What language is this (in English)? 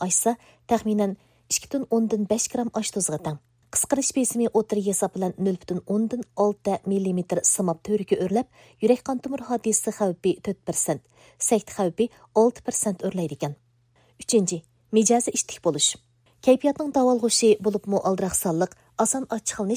Uyghur